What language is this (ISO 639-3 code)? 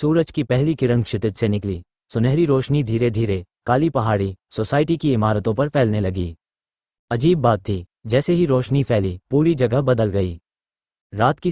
hin